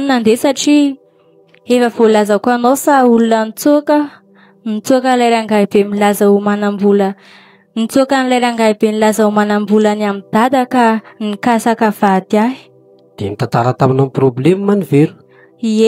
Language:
Malagasy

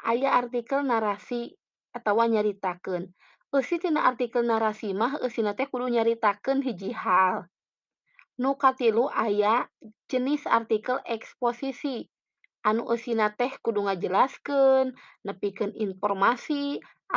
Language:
Sundanese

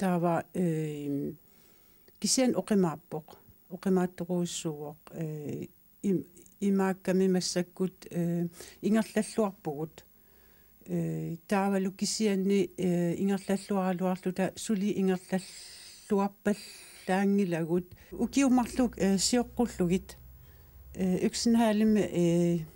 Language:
Kalaallisut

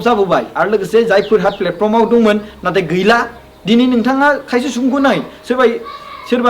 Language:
Bodo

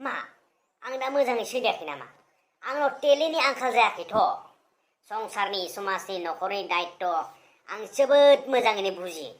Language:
Bodo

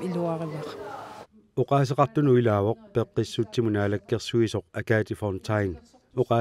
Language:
Kalaallisut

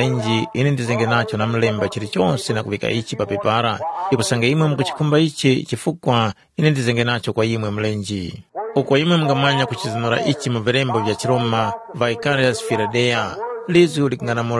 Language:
Tumbuka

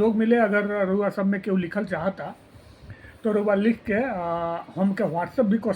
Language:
Bhojpuri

